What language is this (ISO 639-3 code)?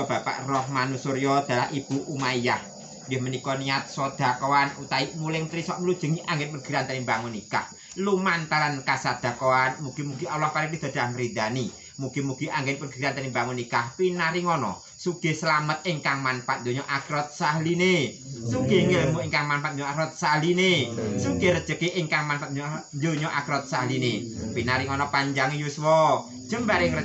jav